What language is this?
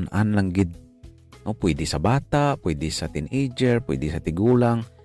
Hiligaynon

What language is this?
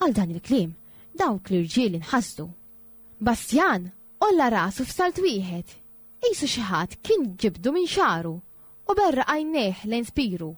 Maltese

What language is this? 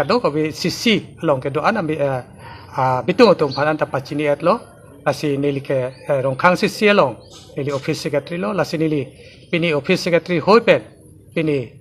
Karbi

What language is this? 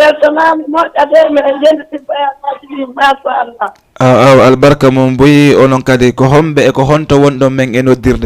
Fula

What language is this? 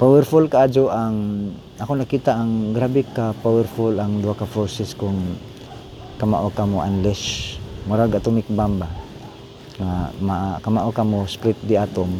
Cebuano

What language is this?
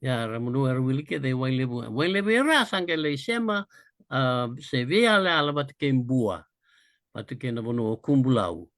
Fijian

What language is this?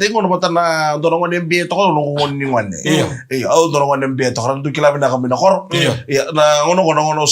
Fijian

